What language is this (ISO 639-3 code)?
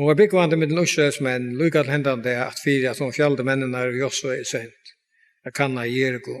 fao